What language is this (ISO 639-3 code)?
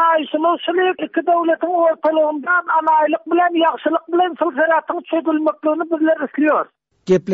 tuk